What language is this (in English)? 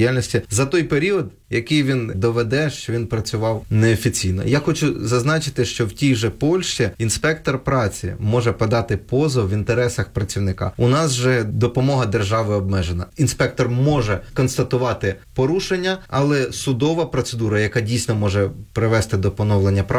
Ukrainian